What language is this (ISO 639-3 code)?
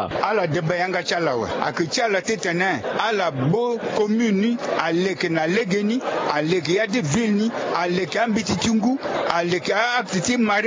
sag